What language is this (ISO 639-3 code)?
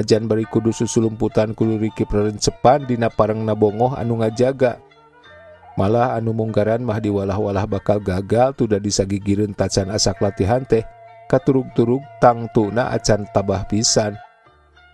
sun